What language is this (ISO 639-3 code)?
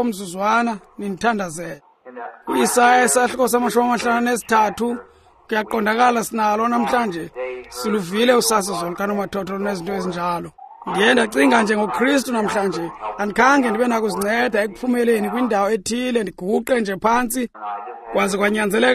xho